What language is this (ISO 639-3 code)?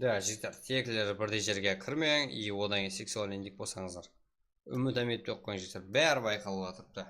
kaa